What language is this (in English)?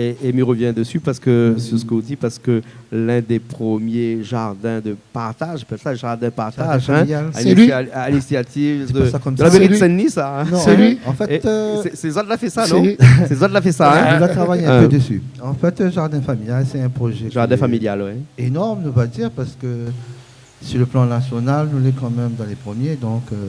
Réunion Creole French